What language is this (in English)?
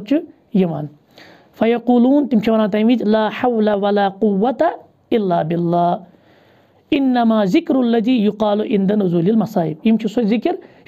Kashmiri